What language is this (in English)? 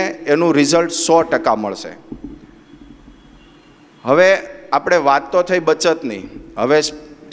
Gujarati